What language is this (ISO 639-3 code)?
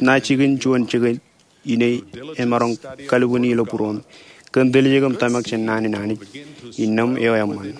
mah